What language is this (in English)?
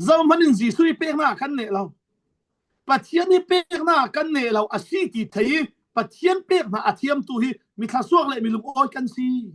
Falam Chin